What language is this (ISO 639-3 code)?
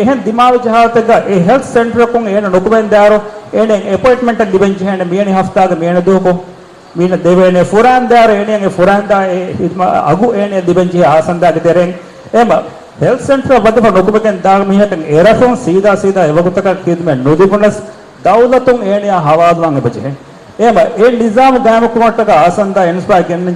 div